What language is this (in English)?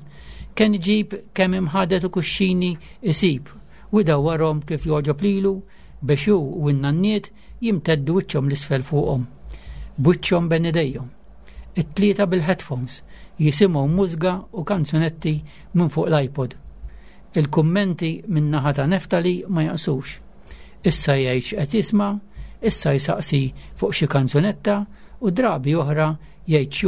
Maltese